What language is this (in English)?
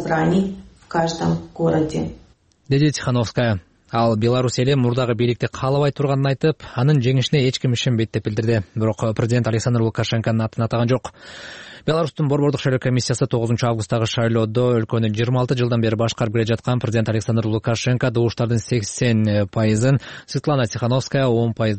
Kyrgyz